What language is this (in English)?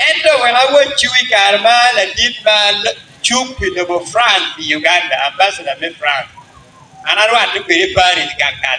Acoli